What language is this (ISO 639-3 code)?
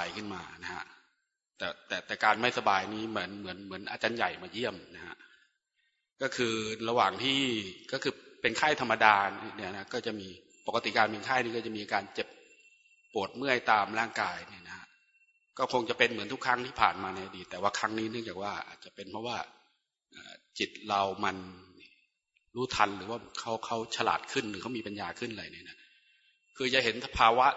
tha